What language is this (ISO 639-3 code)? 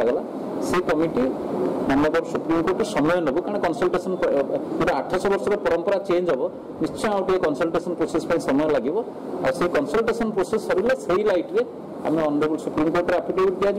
ori